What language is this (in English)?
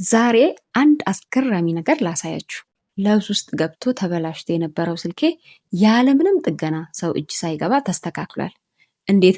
Amharic